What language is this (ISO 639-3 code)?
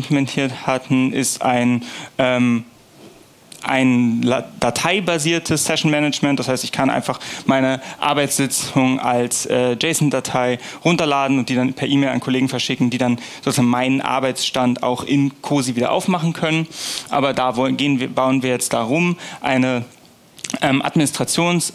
deu